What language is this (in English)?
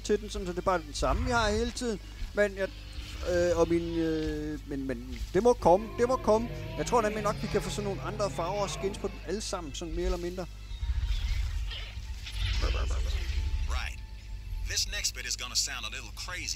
Danish